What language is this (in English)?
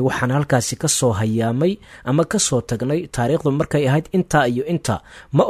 Somali